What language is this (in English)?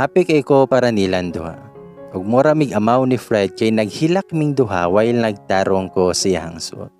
Cebuano